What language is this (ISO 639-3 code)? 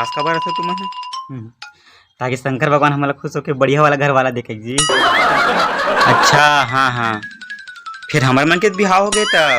hne